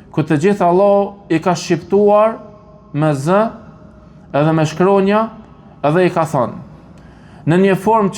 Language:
Albanian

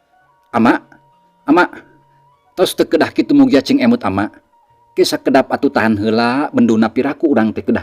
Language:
Sundanese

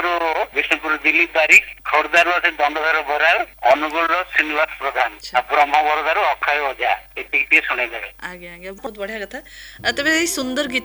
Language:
Odia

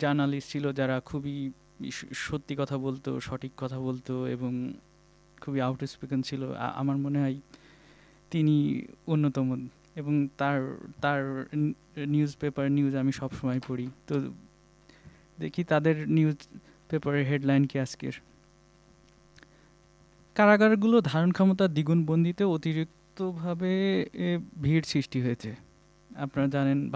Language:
Bangla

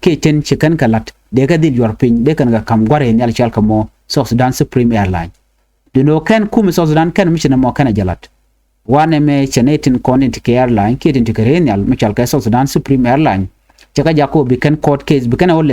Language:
Nuer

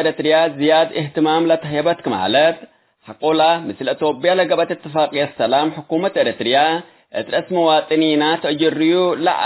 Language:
Tigre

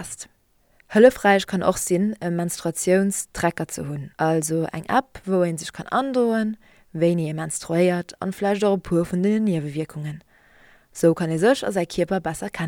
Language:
Luxembourgish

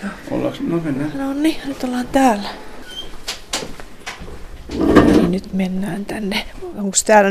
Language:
Finnish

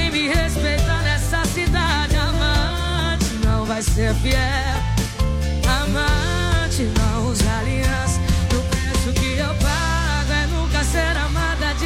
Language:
Portuguese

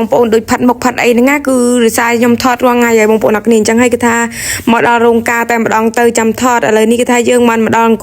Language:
Khmer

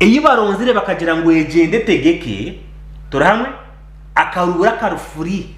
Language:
Nyankole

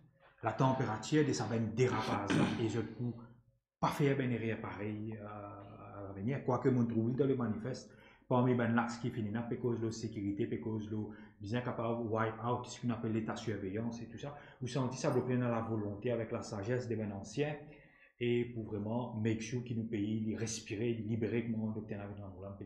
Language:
Morisyen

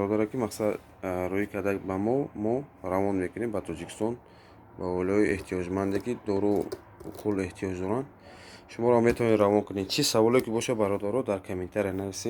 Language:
Tajik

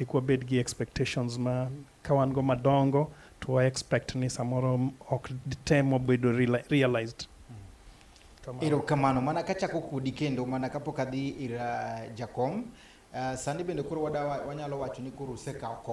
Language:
Luo (Kenya and Tanzania)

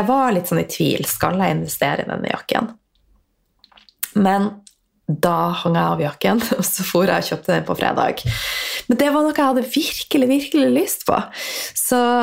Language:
Norwegian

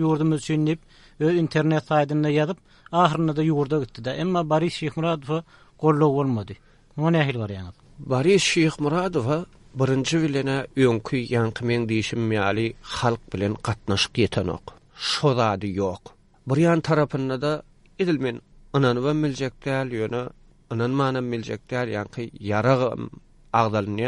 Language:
Turkmen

